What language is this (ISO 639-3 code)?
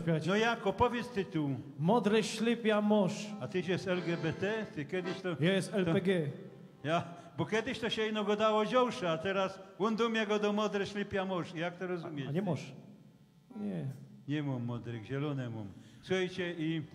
szl